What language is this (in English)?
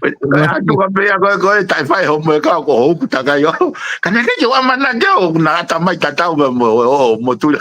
Tongan